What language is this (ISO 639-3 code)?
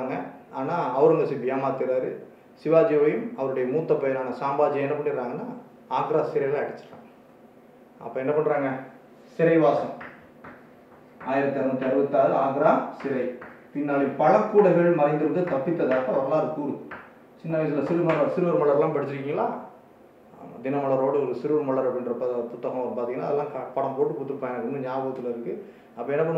tam